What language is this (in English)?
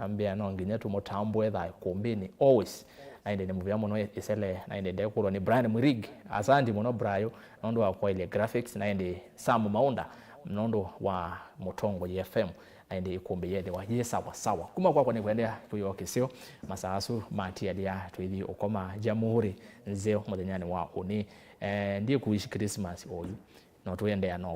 Kamba